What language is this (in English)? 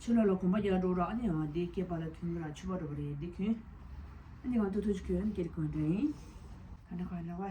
Tibetan